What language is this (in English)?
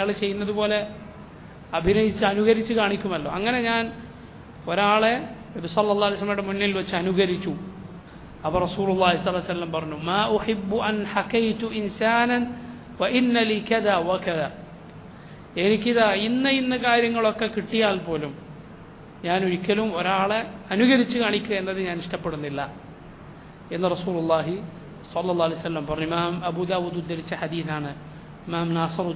Malayalam